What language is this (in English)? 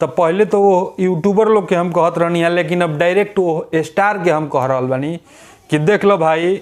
Bhojpuri